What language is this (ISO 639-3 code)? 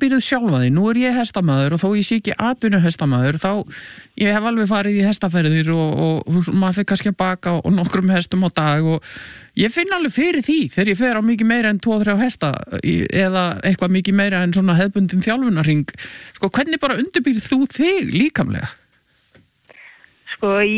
isl